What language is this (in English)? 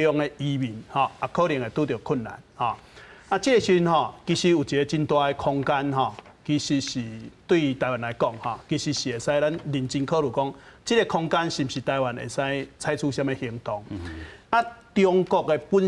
Min Nan Chinese